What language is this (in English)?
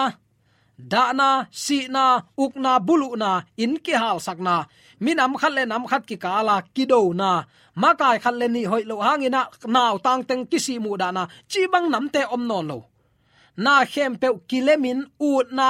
Tedim Chin